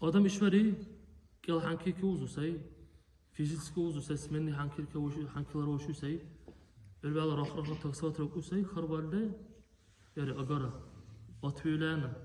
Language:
Dargwa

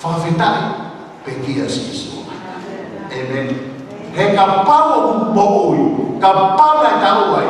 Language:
Tongan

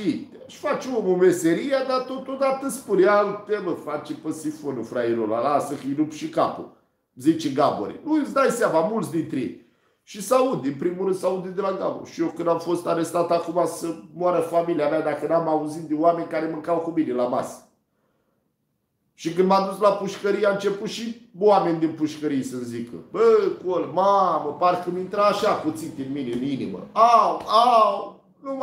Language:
Romanian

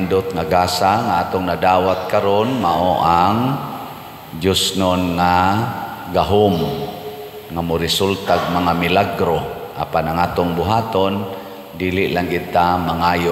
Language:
Cebuano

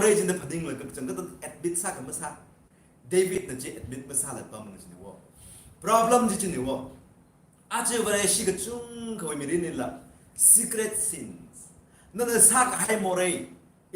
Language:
Tangkhul Naga (India)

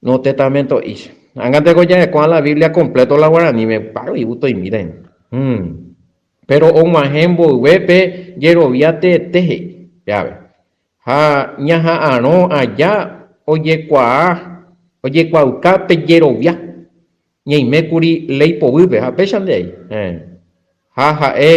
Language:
Guarani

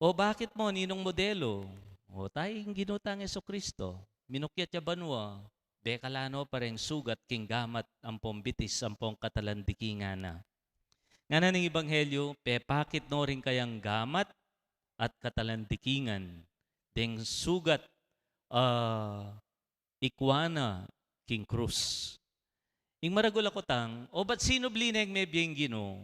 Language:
Pampanga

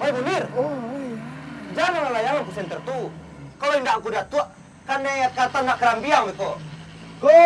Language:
Minangkabau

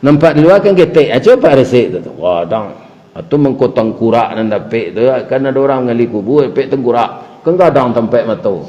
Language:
Minangkabau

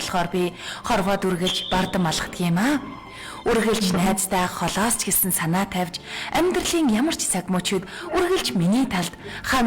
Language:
Mongolian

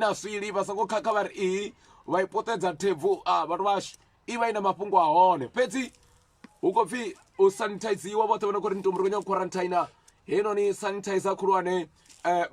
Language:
Venda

